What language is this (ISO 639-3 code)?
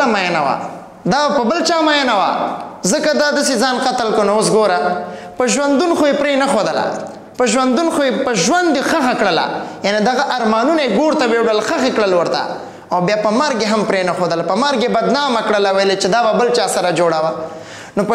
pus